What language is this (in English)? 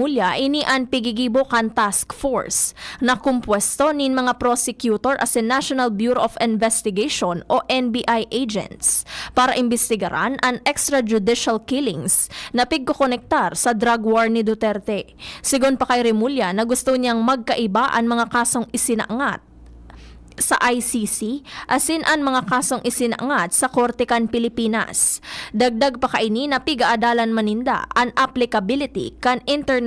Bikol